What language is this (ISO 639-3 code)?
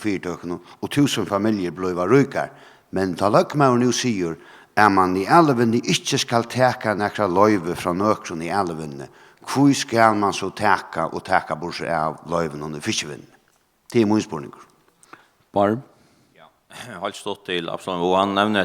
fao